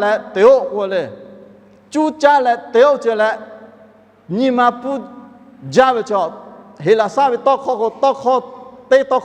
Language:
Lahu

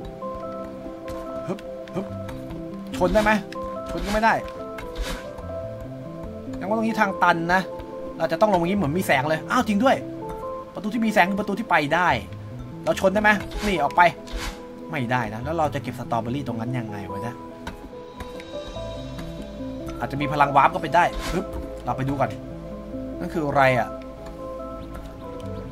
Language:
Thai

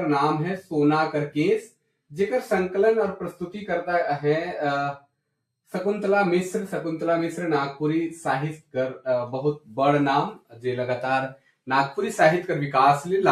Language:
Sadri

